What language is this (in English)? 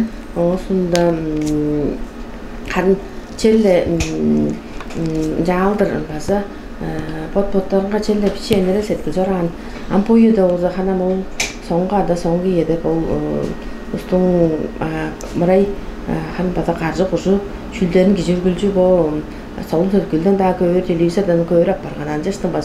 Tuvinian